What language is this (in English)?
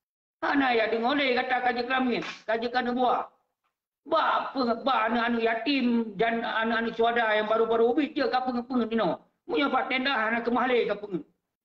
Achinese